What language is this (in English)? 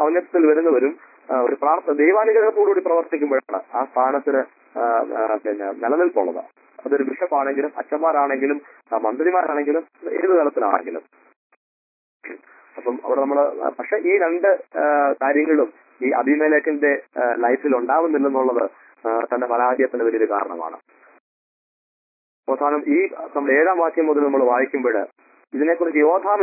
Malayalam